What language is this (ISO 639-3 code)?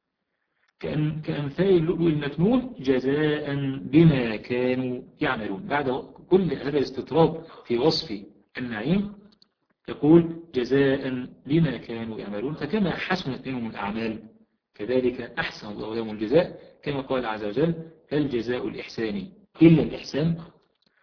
ara